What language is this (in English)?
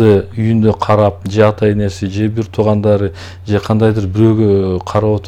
Kyrgyz